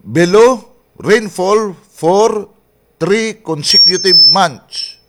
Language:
Waray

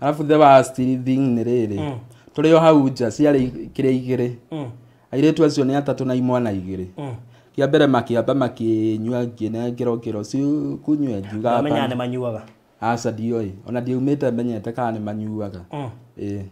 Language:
Kikuyu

